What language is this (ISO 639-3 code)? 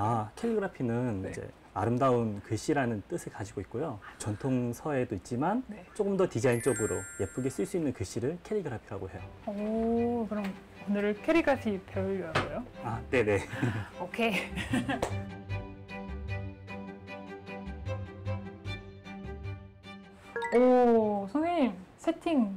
kor